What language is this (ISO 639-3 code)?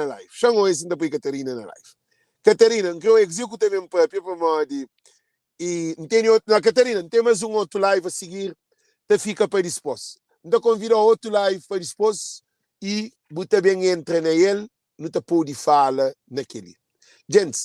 kea